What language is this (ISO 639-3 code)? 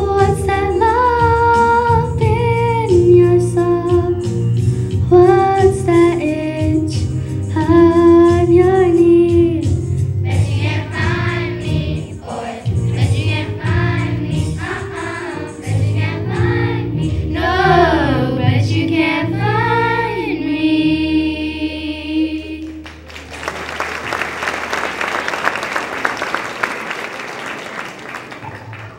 eng